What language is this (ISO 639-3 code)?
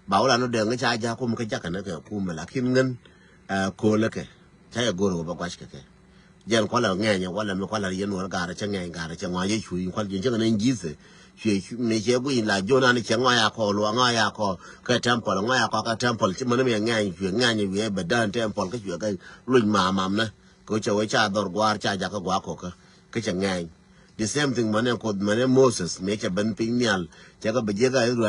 nus